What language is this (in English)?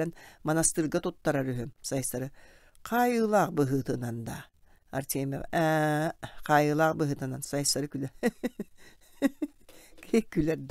Yakut